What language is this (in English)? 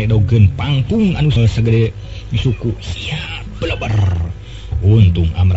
Sundanese